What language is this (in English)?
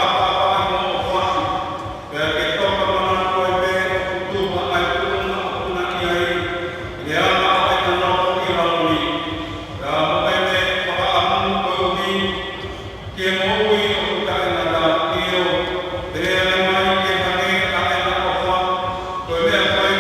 Tongan